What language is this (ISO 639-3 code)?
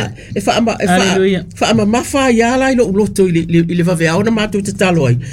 smo